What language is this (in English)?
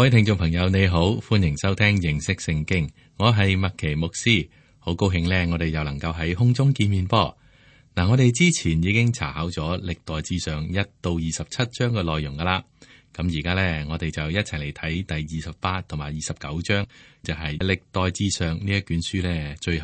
Cantonese